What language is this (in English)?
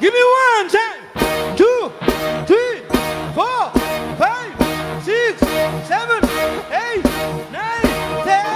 Kabuverdianu